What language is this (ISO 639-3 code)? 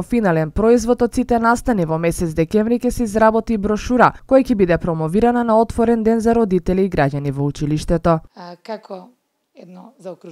mkd